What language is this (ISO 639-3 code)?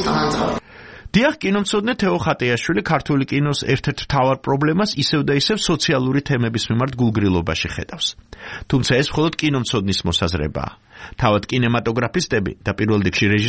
kat